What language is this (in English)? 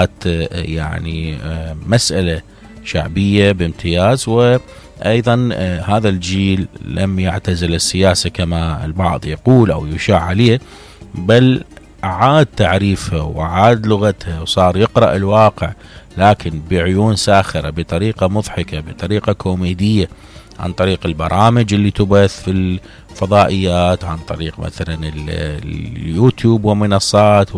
Mesopotamian Arabic